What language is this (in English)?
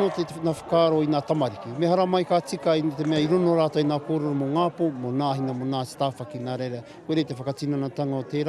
Māori